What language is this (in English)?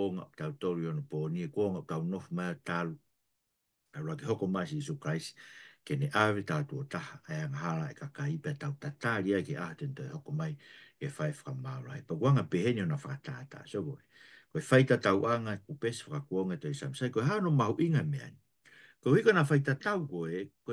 Tongan